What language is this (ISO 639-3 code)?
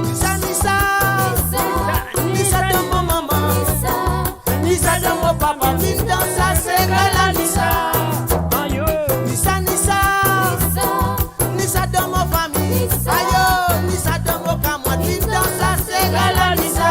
mfe